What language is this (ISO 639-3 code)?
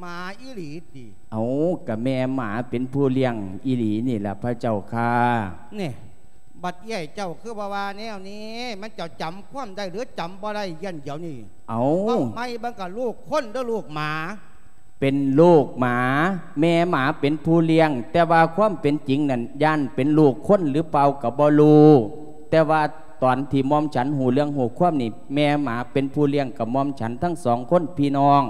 lao